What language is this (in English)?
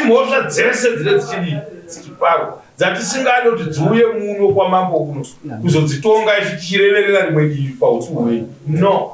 Shona